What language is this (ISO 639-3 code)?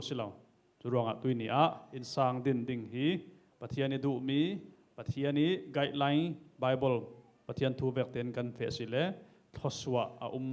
cfm